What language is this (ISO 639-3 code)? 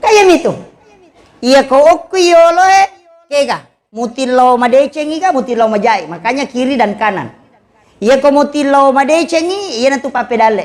bug